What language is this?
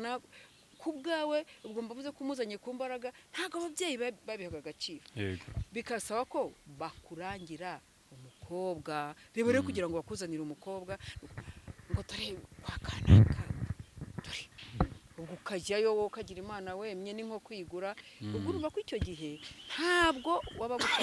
Kinyarwanda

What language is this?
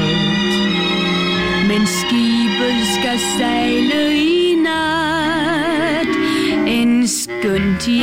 Danish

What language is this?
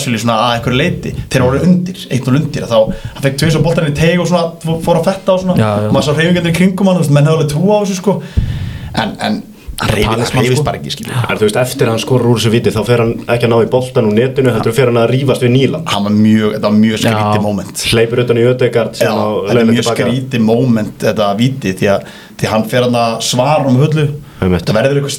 Icelandic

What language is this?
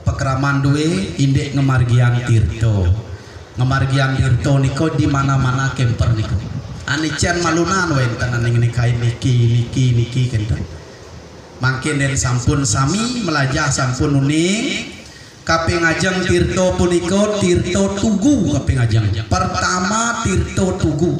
Balinese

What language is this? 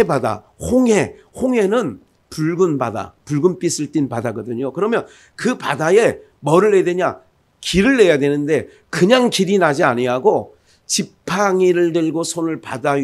Korean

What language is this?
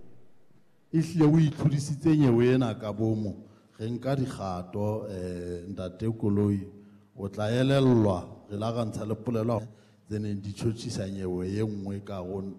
Southern Sotho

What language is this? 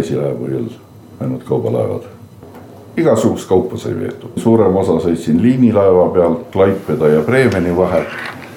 Estonian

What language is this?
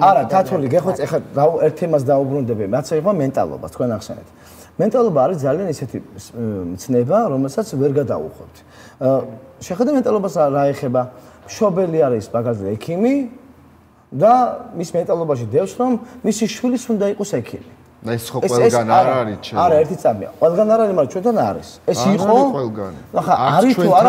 Georgian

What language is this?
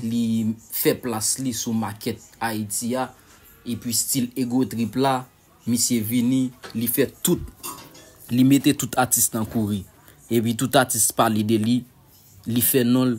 Haitian Creole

